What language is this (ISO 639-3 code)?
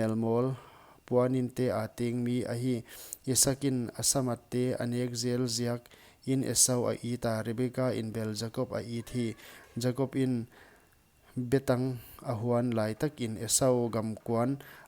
pck